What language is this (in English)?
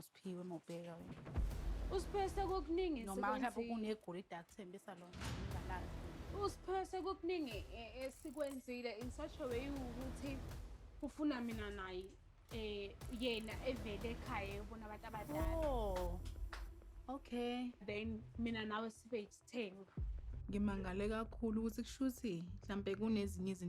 Zulu